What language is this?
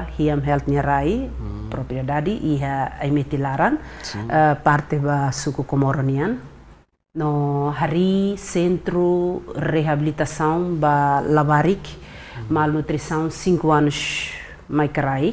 Tetum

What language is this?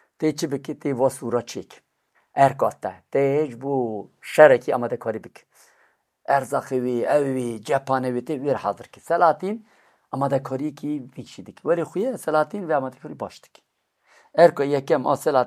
Kurdish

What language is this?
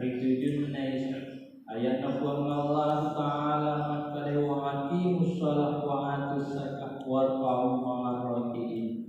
Buginese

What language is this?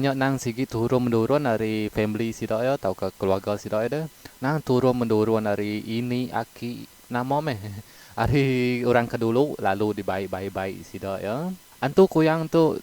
Iban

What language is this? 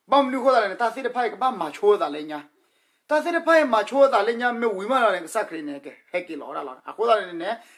S'gaw Karen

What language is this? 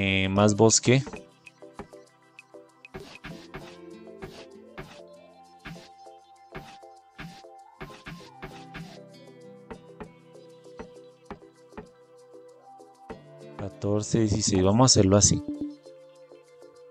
Spanish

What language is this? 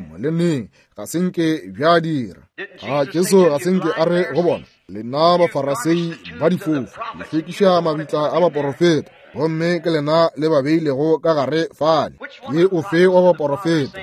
Northern Sotho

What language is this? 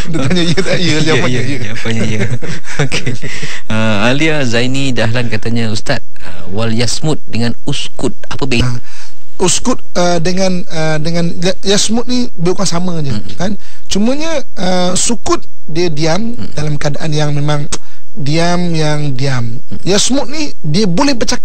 Malay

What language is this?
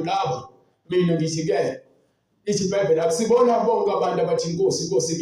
Zulu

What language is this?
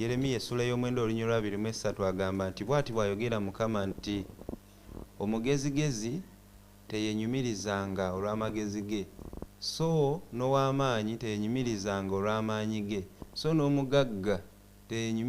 Ganda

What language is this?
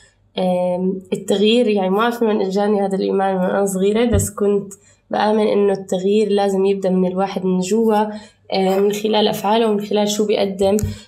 North Levantine Arabic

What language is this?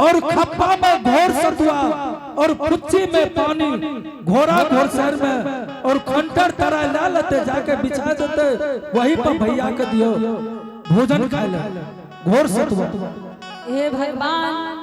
Angika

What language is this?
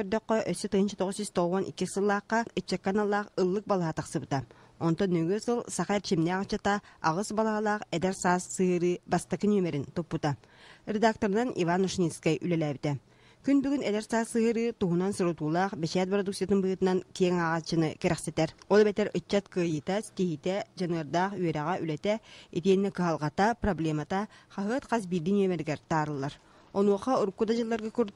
Yakut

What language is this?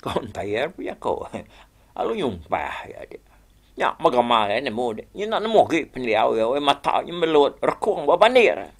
Iban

